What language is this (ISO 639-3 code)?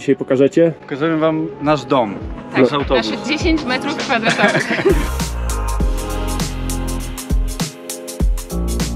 pol